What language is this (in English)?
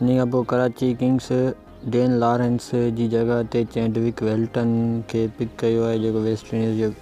Sindhi